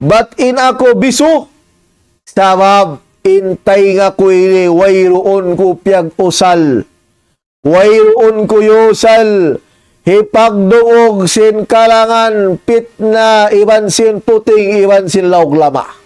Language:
Tausug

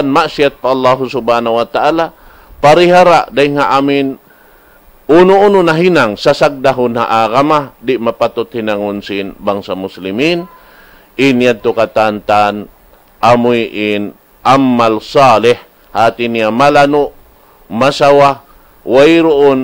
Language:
Tausug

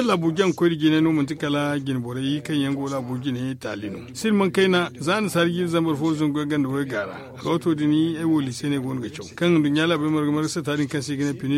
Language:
Zarma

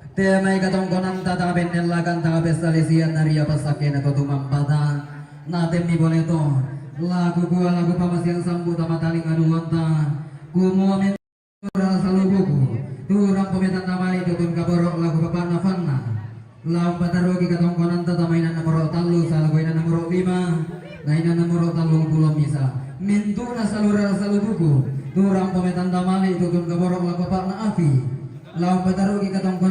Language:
Toraja-Sa'dan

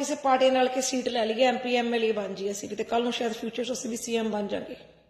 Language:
Punjabi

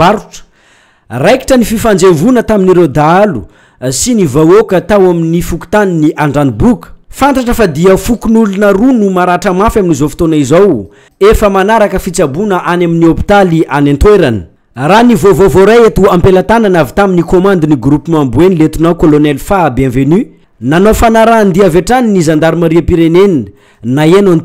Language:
Malagasy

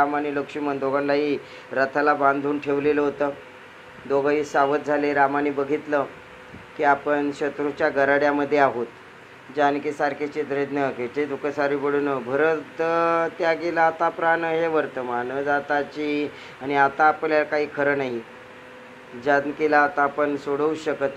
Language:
Marathi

